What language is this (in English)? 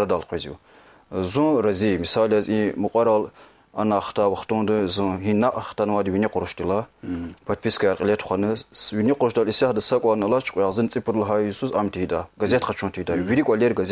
Lezghian